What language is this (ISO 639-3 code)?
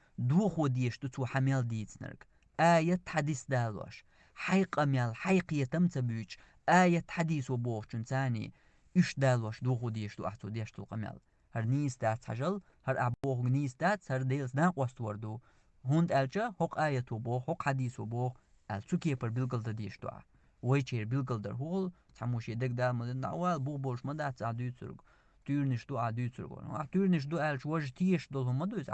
che